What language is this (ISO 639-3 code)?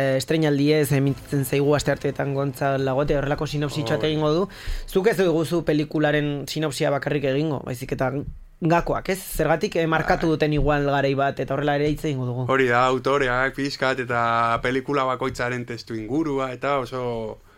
eus